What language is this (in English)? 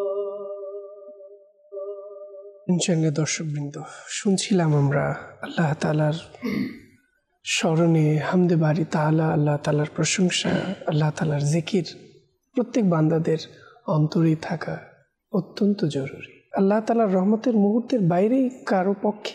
Bangla